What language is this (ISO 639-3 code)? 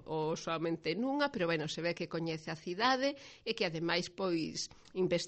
glg